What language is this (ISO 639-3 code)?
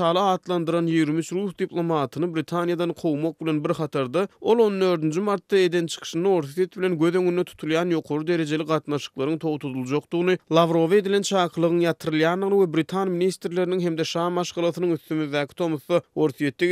tuk